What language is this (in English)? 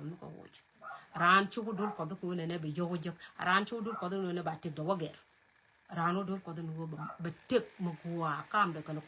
Nuer